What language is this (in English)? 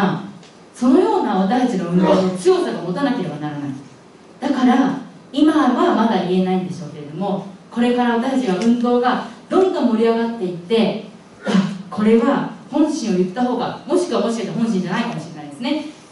Japanese